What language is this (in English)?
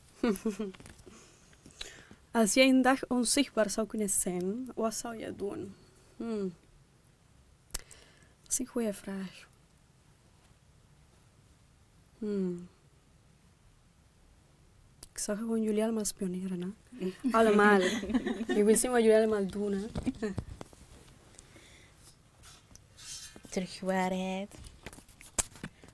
Dutch